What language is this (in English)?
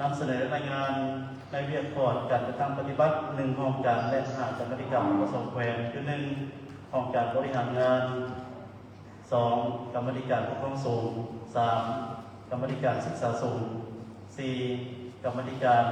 Lao